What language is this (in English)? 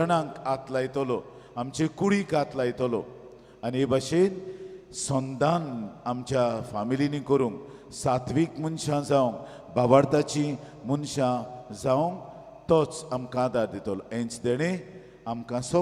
Konkani